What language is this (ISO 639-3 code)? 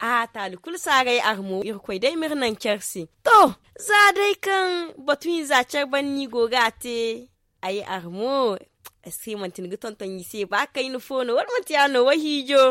dje